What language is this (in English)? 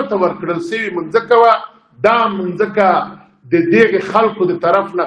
Pashto